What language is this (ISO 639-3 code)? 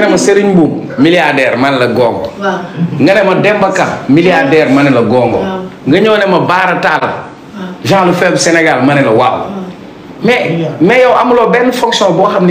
wol